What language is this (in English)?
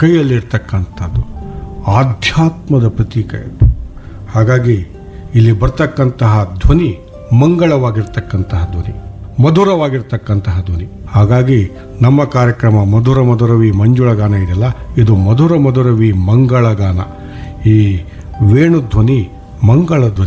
Kannada